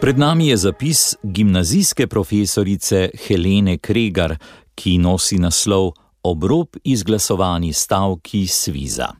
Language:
Slovenian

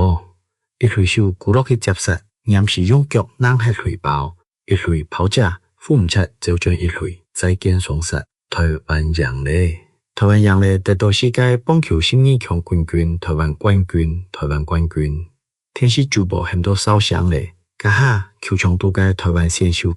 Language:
Hakka Chinese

